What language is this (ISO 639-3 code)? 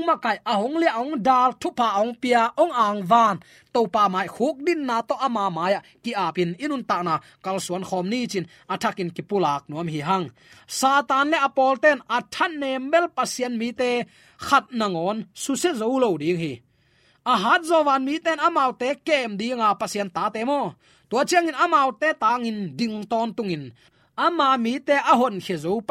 ctd